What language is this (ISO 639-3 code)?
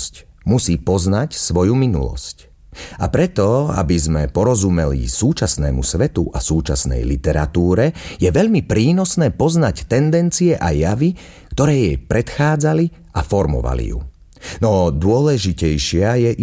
slk